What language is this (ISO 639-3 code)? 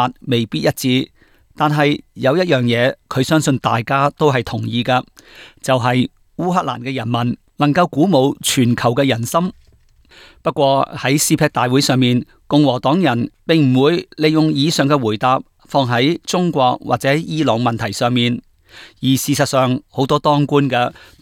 yue